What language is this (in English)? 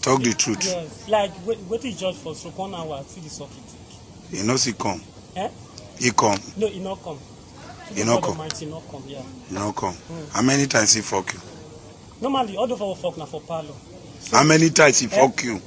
Nigerian Pidgin